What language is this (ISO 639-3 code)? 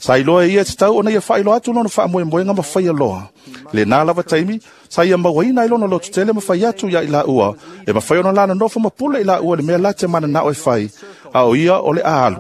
smo